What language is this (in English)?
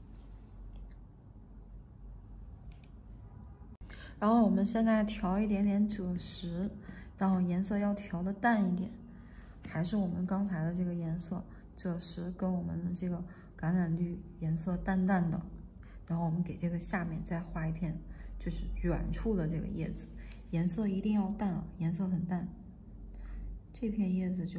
Chinese